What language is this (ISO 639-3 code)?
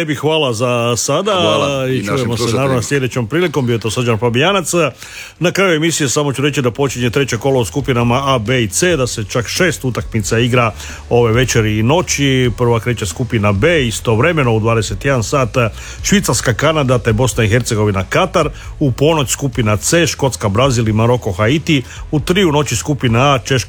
hrv